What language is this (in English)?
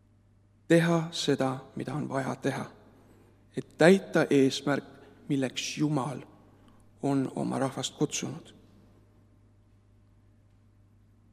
Estonian